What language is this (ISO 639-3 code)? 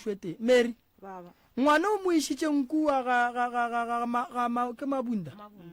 nso